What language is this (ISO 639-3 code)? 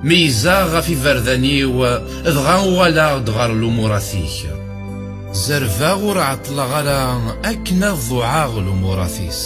kab